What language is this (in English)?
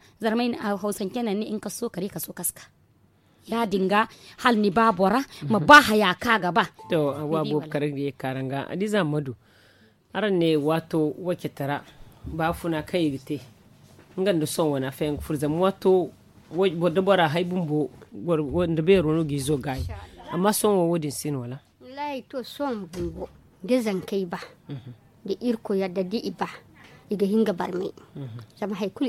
Zarma